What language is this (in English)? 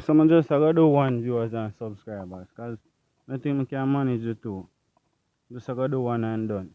Jamaican Creole English